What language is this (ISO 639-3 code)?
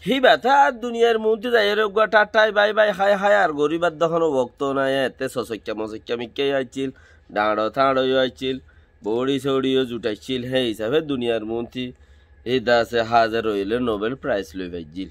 rhg